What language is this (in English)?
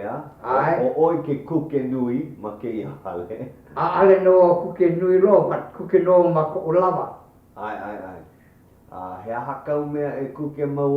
Hawaiian